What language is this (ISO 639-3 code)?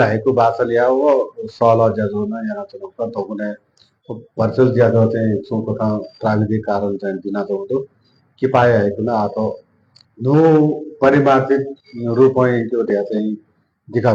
new